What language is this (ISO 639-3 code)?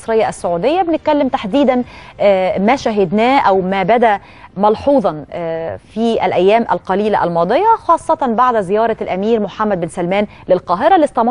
arz